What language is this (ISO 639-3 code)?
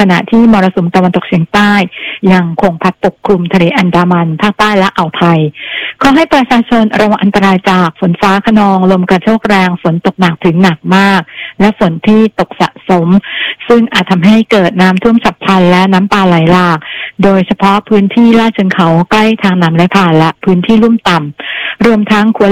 tha